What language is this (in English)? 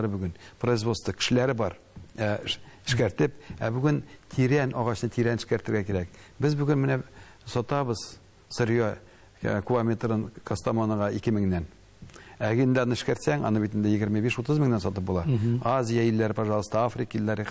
Tatar